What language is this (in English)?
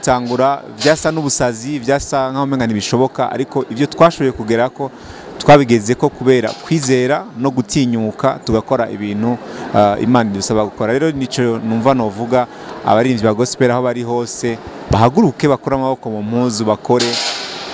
Rundi